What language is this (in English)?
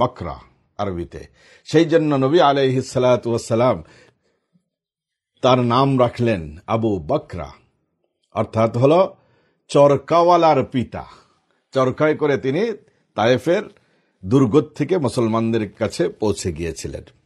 Bangla